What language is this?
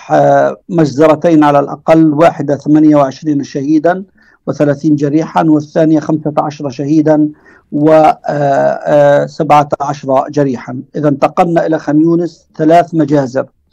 Tunisian Arabic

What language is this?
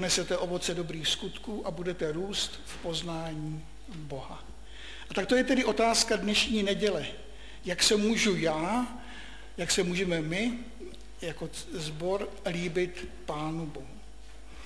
Czech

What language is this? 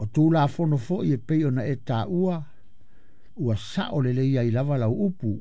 Samoan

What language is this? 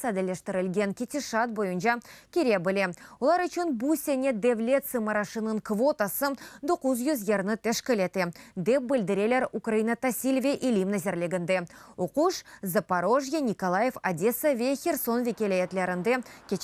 Crimean Tatar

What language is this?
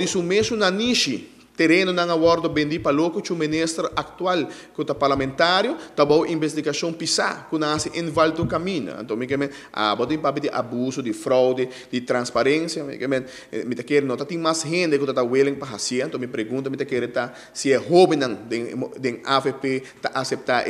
Papiamento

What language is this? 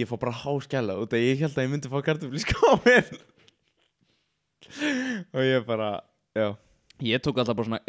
Icelandic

